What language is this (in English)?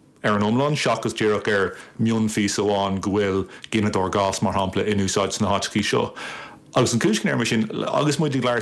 Irish